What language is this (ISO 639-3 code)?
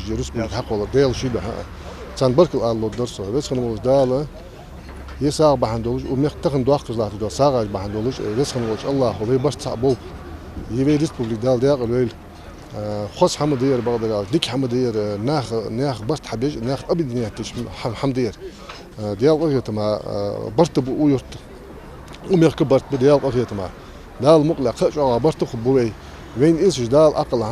inh